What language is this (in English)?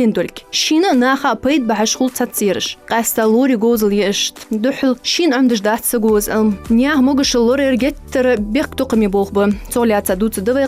Ingush